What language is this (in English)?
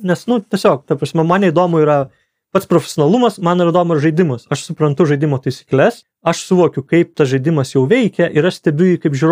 Lithuanian